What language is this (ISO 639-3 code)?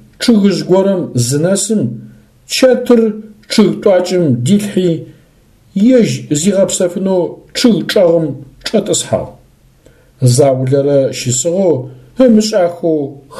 ady